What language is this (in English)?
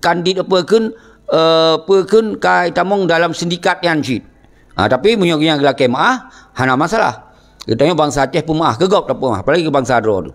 Achinese